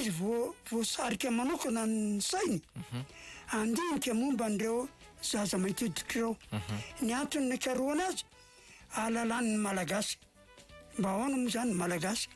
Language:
Malagasy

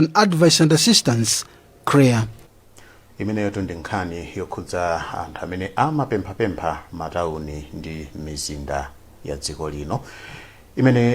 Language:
Nyanja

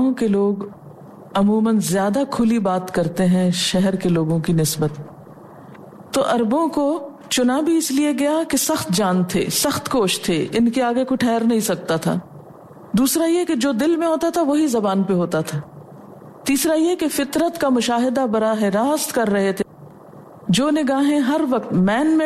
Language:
Urdu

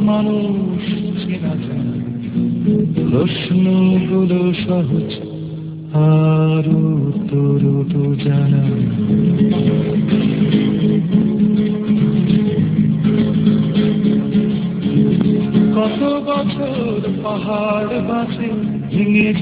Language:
Bangla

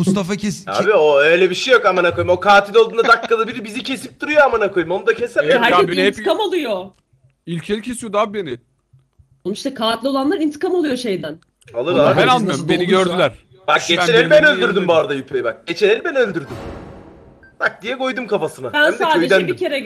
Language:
Turkish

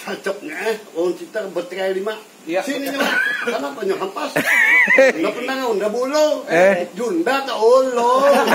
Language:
Banjar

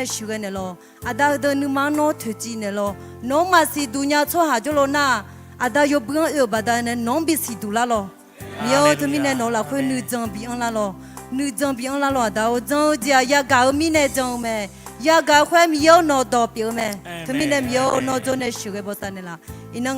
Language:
Akha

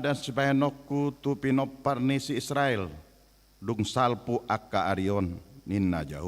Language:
Batak Toba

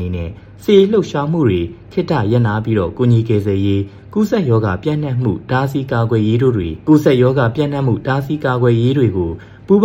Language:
Burmese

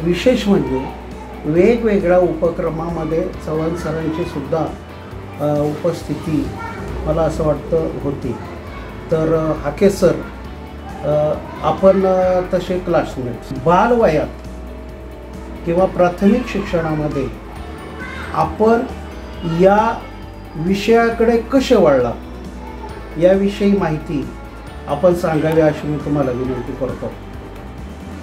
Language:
Marathi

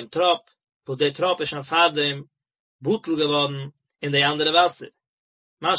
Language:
Yiddish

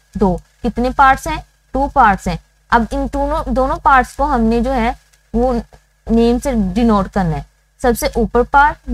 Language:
Hindi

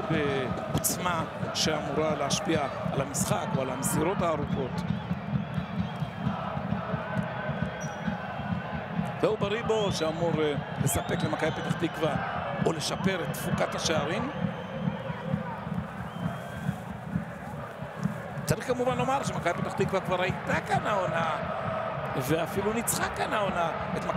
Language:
Hebrew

